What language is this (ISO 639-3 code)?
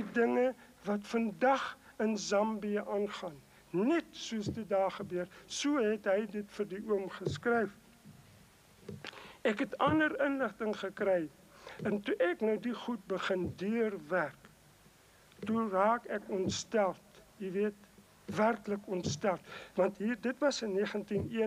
afr